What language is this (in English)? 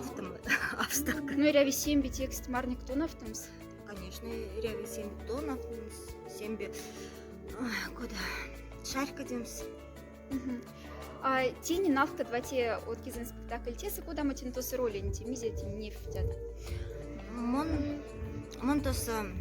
Moksha